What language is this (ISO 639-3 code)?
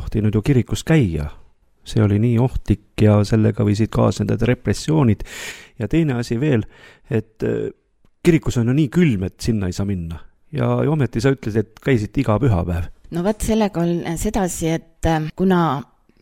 est